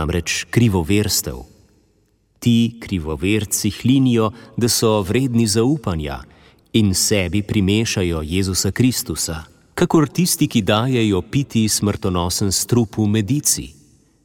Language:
Slovenian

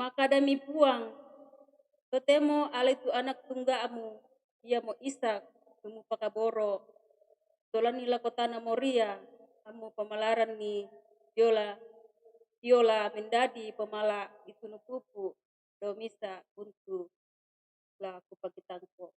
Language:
Toraja-Sa'dan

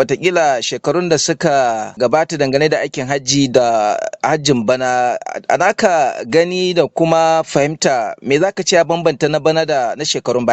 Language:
Hausa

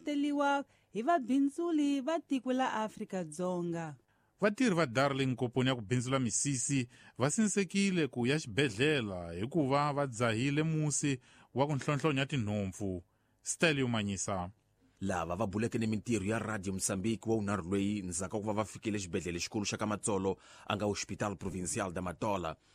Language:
Tsonga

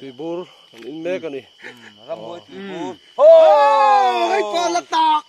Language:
Mizo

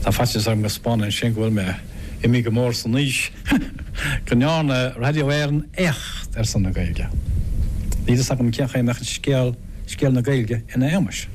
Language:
Irish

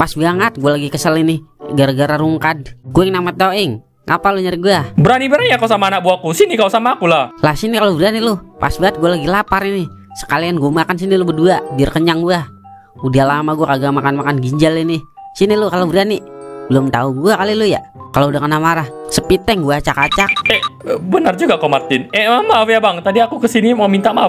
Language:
Betawi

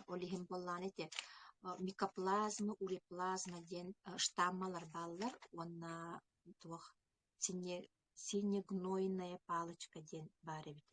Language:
Yakut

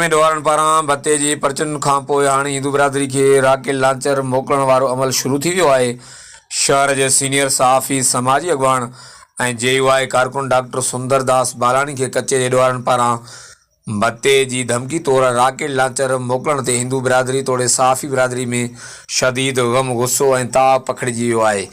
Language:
Sindhi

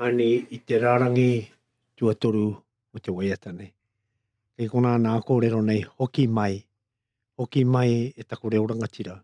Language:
Māori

